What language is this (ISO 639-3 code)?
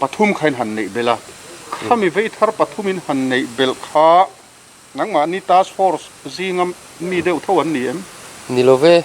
lus